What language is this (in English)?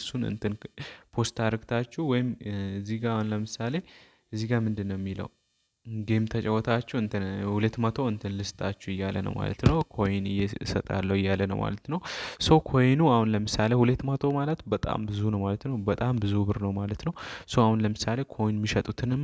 Amharic